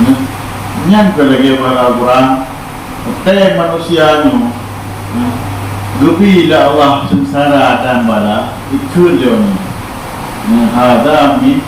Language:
Achinese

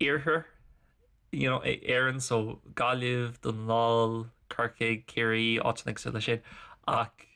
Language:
Irish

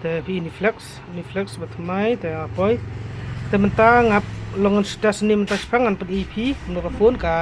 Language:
Khasi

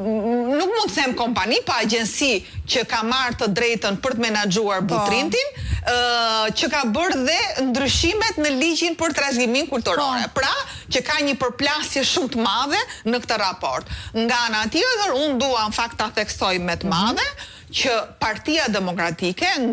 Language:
Albanian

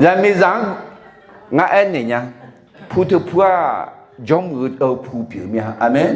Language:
Akha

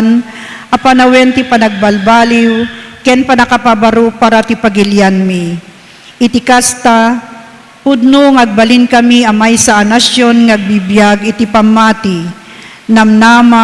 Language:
Iloko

